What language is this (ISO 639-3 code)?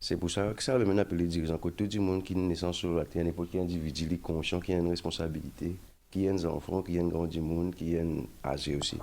mfe